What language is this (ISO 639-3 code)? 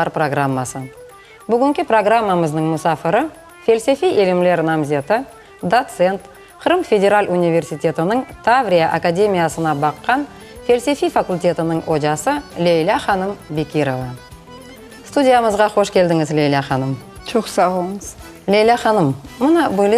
crh